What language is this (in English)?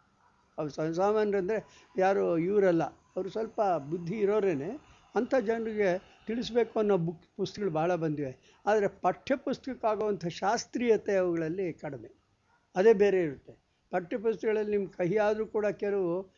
Kannada